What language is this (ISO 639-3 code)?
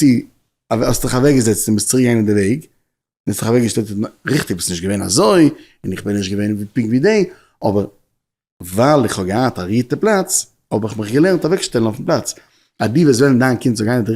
yid